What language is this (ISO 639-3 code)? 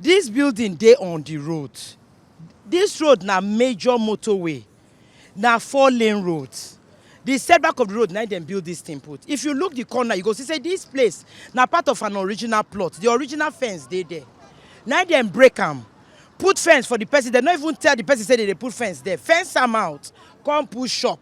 pcm